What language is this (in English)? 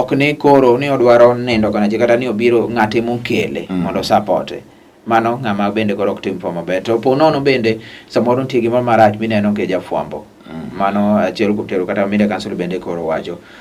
Luo (Kenya and Tanzania)